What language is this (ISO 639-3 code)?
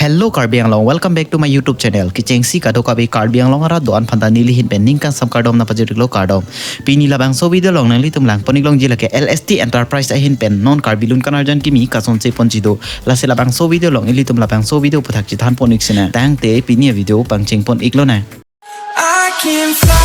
mjw